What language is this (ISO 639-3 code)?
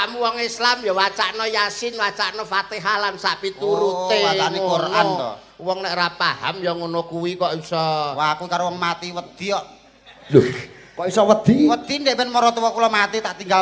jav